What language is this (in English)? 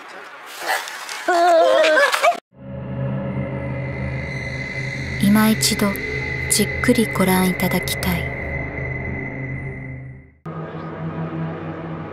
Japanese